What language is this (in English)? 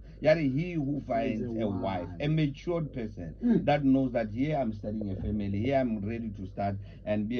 Tswana